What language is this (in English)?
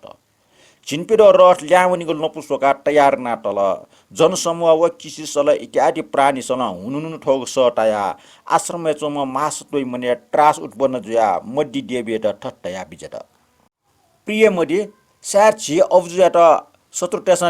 Newari